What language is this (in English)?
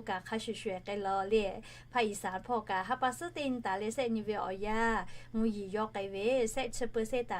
Lahu